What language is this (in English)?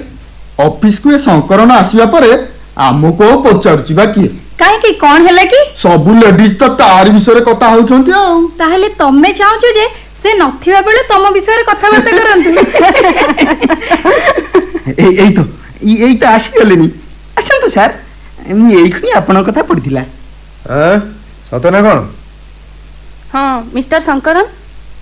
Odia